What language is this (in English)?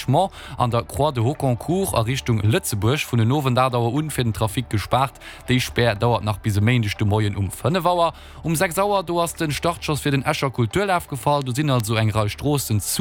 Luxembourgish